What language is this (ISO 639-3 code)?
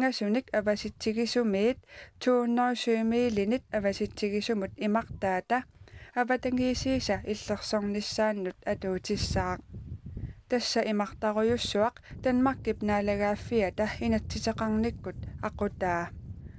kal